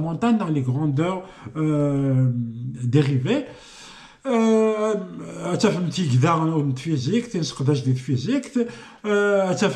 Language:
Kabyle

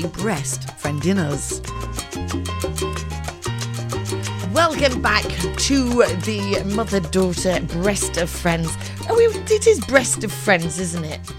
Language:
English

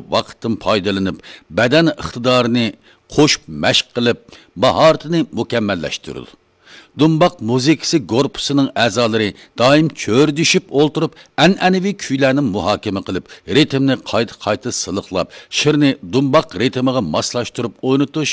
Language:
Uyghur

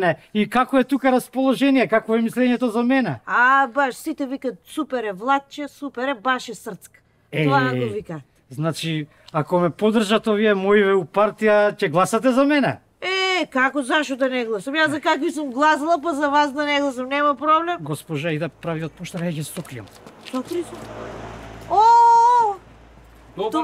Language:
Macedonian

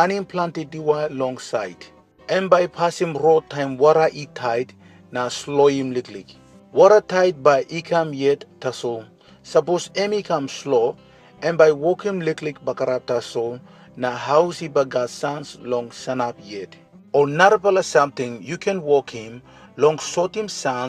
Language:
Tok Pisin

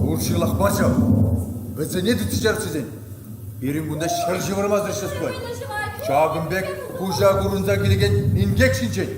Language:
Chuvash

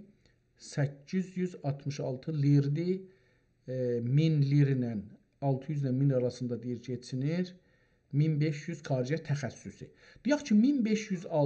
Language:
South Azerbaijani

